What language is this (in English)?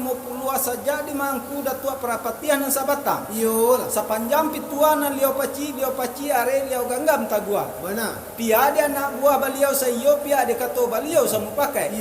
Minangkabau